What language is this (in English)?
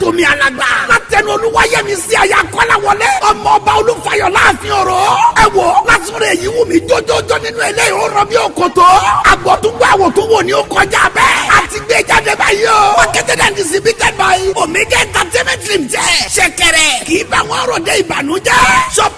Yoruba